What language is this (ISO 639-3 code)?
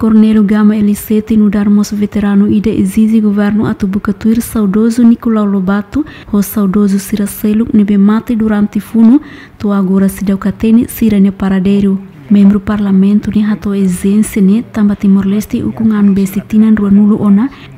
tet